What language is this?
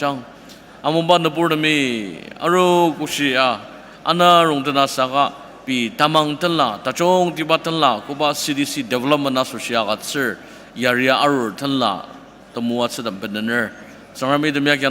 Ao Naga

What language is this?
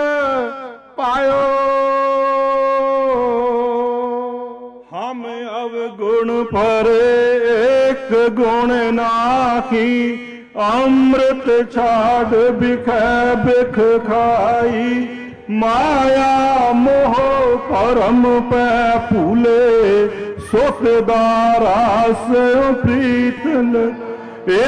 Punjabi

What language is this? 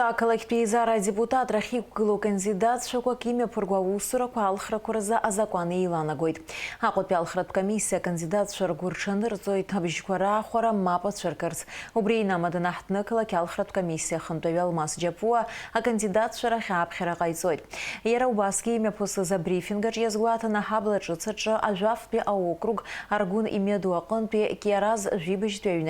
Abkhazian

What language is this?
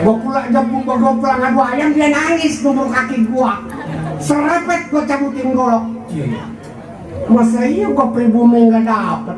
Betawi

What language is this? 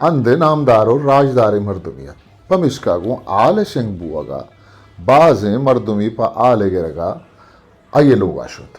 Eastern Balochi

